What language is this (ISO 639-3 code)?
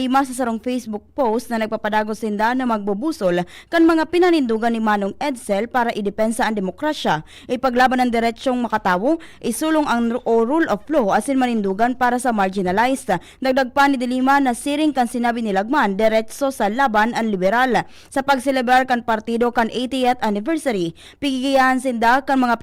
bik